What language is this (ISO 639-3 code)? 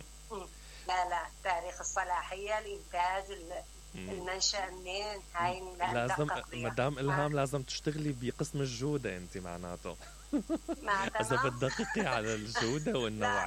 acm